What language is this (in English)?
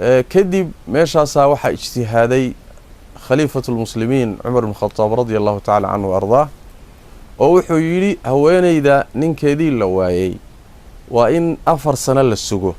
Somali